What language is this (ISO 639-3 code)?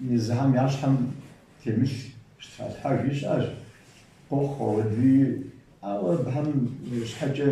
kbd